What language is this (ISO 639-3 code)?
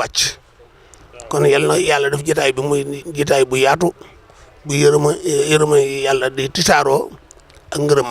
wol